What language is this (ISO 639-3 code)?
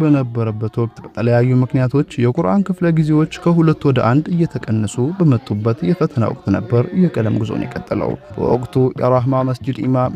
amh